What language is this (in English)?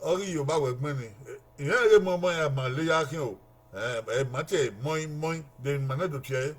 Bini